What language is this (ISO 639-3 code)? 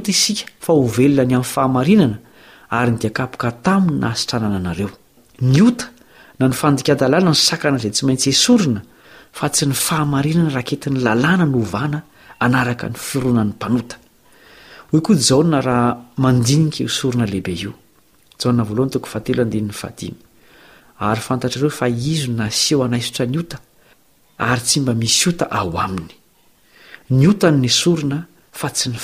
mlg